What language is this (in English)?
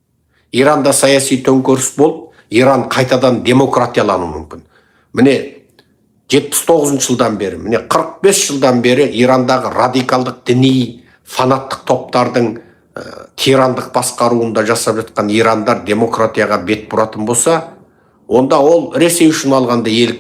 Kazakh